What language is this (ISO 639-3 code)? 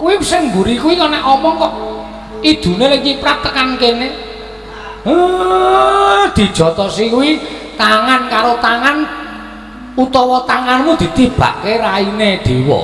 jav